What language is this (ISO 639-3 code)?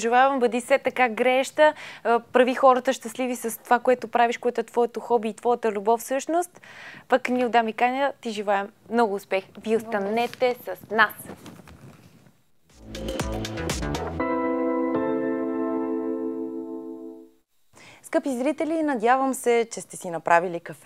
bul